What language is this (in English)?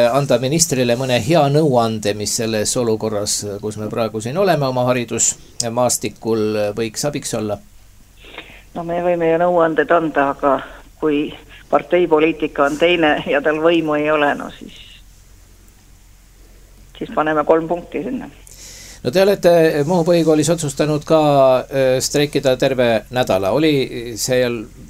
Estonian